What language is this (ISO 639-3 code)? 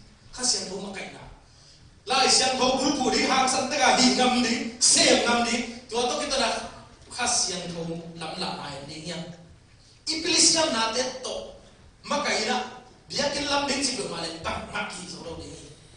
ctd